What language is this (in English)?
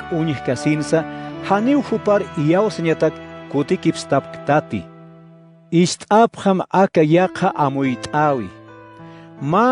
Aymara